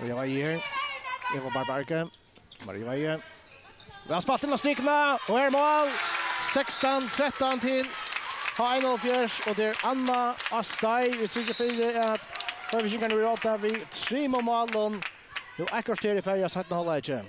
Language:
Faroese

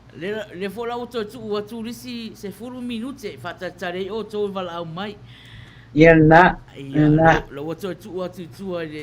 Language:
Samoan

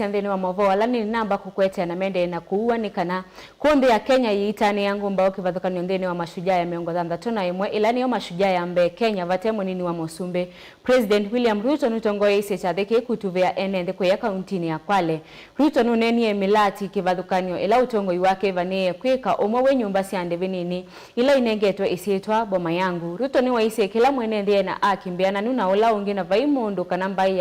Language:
Kamba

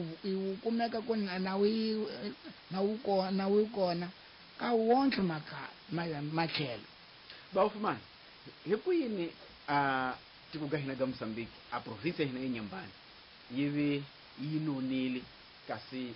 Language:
Tsonga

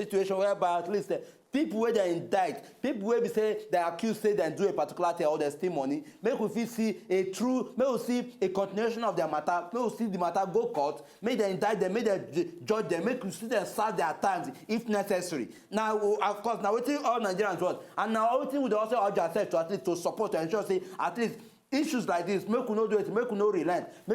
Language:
Nigerian Pidgin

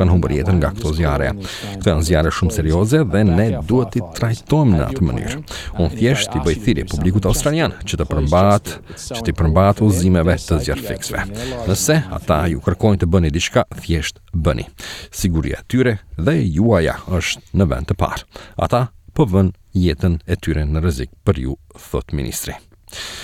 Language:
Albanian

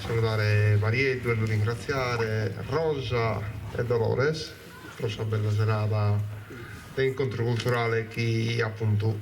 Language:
Sardinian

